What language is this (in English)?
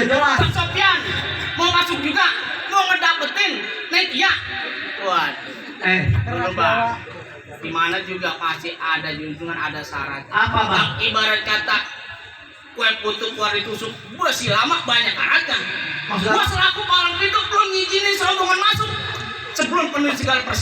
Betawi